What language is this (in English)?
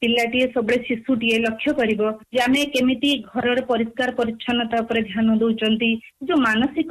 Odia